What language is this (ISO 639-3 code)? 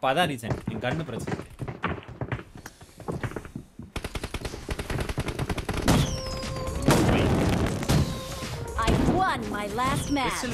tam